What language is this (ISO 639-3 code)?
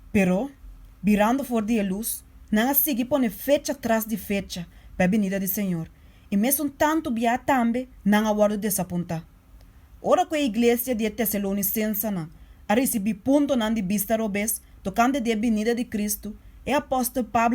pap